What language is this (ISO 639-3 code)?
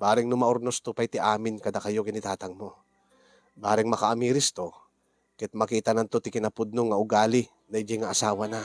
ilo